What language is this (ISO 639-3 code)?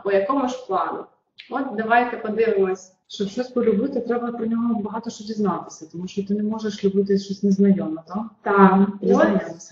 ukr